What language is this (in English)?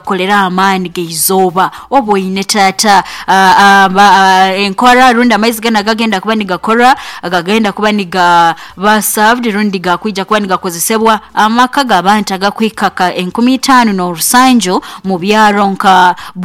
Nyoro